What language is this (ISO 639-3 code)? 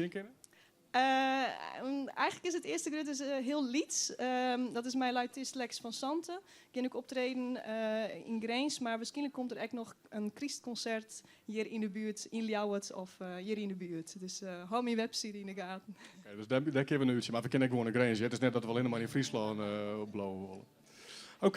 fry